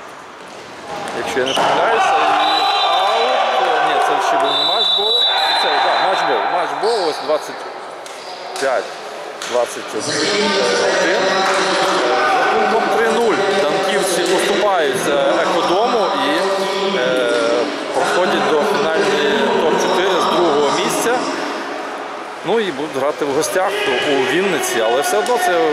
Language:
Ukrainian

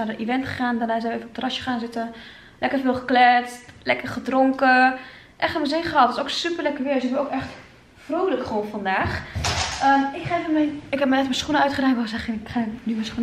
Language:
Dutch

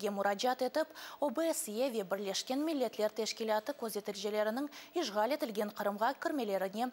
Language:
Crimean Tatar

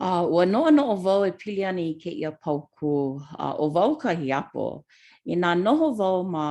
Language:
Hawaiian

